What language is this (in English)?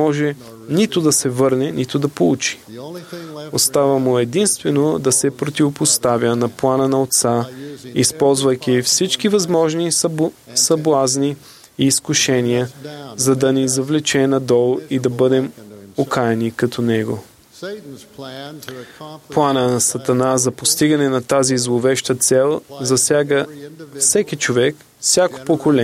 Bulgarian